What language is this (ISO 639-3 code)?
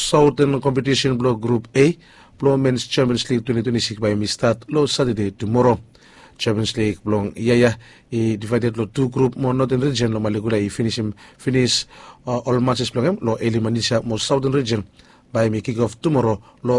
bis